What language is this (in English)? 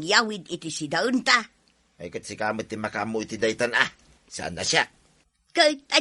Iloko